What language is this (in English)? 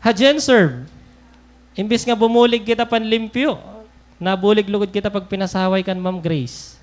Waray